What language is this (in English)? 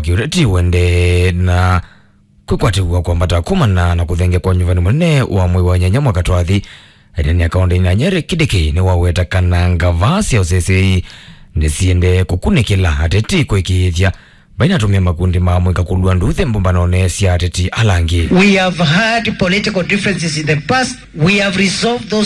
Kamba